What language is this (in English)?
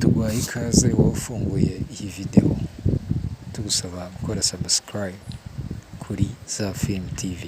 Kinyarwanda